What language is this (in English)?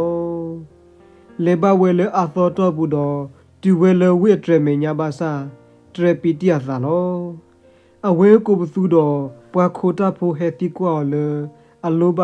S'gaw Karen